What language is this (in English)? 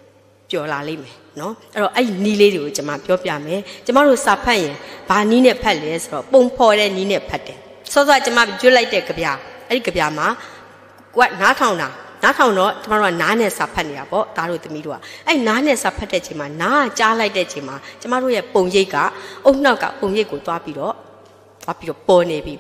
Burmese